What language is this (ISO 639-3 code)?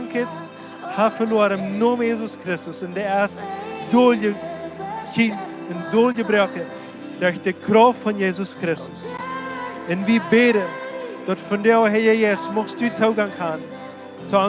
pdt